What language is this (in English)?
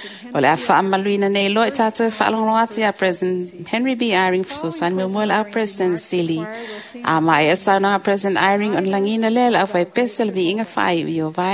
Samoan